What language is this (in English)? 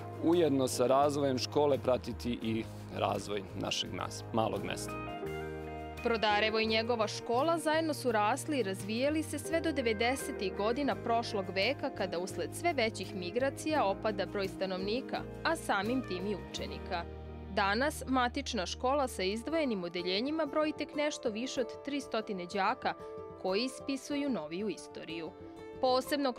Serbian